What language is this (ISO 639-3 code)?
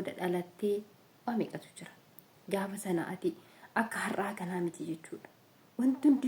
orm